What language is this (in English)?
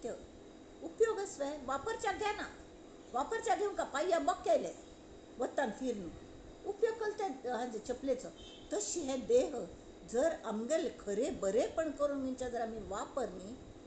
Konkani